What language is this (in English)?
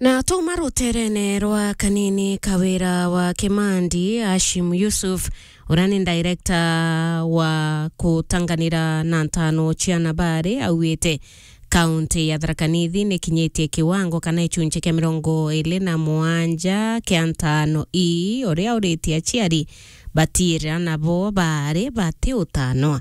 Meru